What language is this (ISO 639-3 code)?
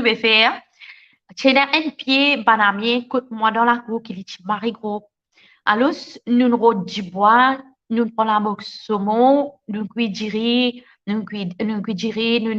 mfe